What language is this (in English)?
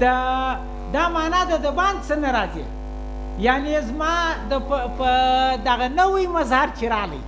Pashto